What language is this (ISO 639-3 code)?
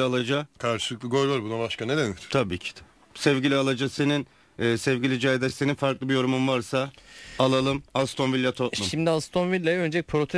tur